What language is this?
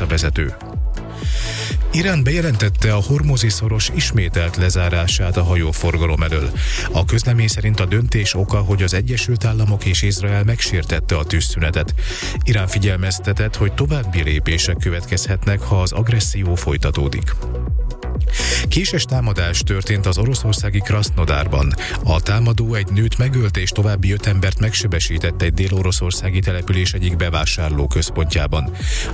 Hungarian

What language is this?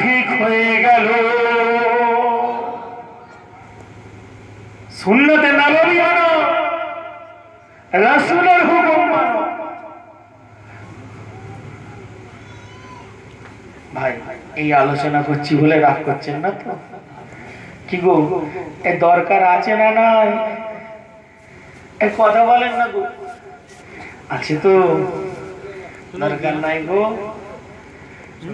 Bangla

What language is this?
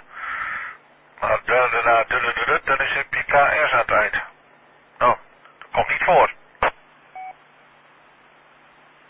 Dutch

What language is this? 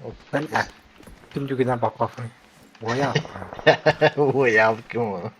Yakut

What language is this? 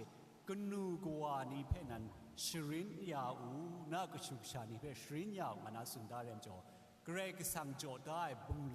Kachin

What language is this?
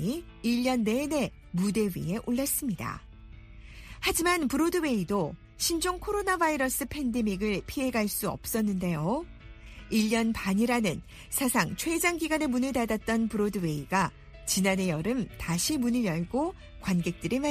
Korean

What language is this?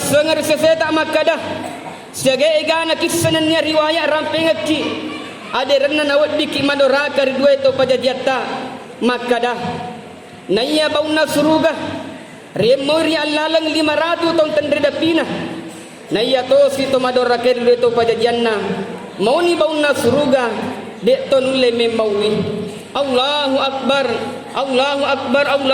Buginese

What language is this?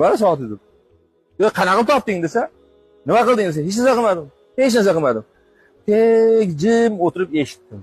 Uzbek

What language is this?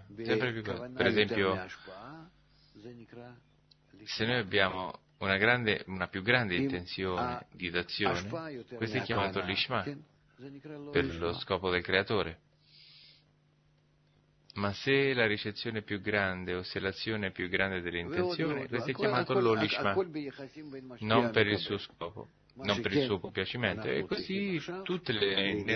Italian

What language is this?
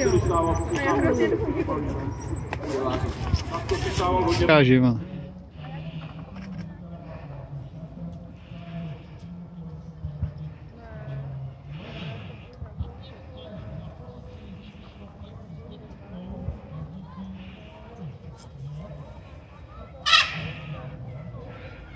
Czech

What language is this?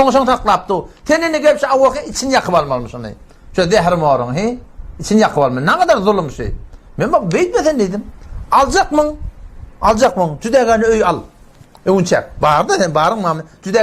Turkmen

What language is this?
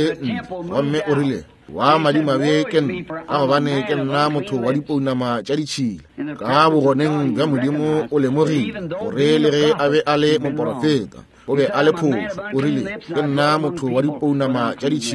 Northern Sotho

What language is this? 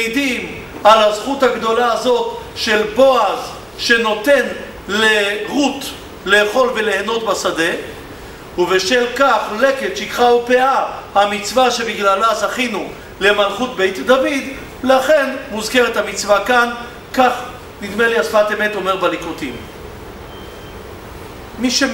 Hebrew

